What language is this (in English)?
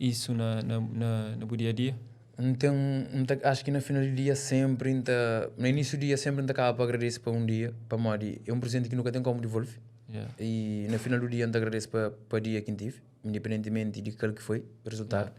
Kabuverdianu